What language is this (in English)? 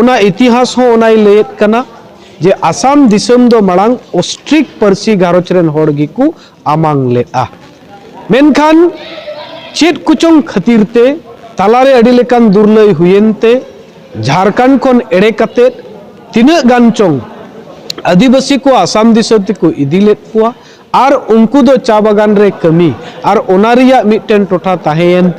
Santali